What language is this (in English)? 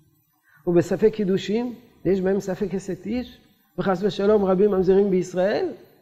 Hebrew